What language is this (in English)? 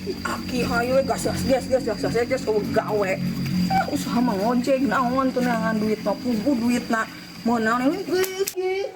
Sundanese